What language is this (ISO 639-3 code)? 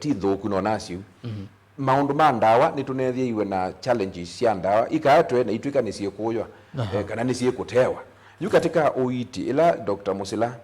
kam